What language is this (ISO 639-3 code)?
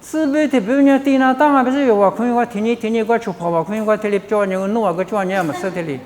lis